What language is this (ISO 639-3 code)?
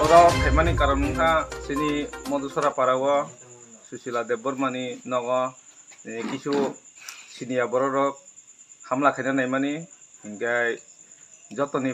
trp